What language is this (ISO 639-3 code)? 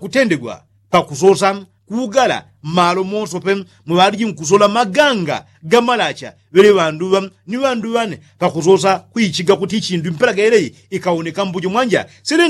yao